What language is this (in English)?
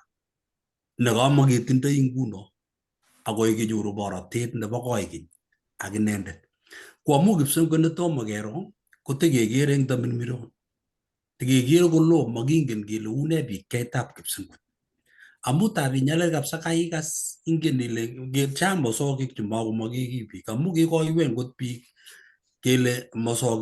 Kalenjin